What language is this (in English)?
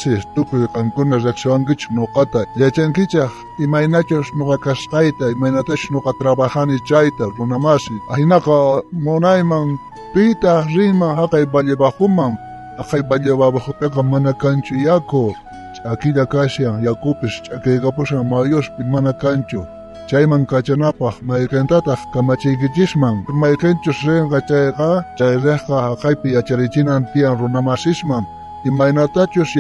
South Bolivian Quechua